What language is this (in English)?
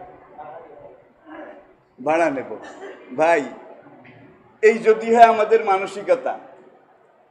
Bangla